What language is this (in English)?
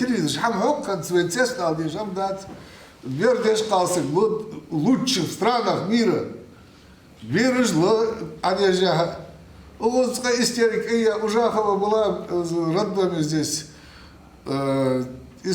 Ingush